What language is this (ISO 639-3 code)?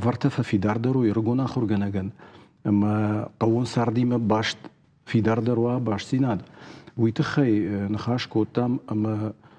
oss